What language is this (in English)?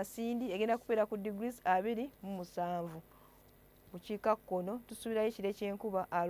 Ganda